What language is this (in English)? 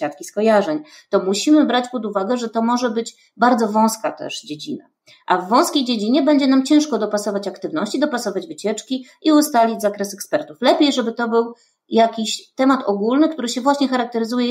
Polish